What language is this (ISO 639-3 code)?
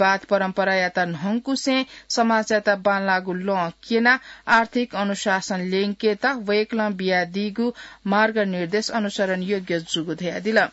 new